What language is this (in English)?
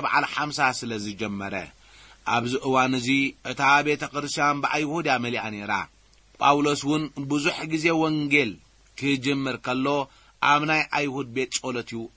Tigrinya